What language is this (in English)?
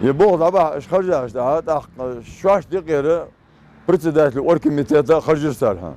Ingush